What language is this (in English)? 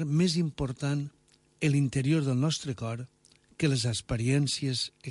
Catalan